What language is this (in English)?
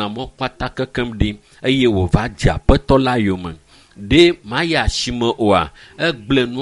Ewe